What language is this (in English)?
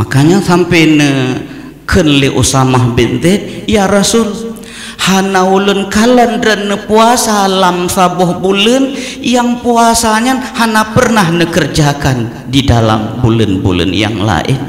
Achinese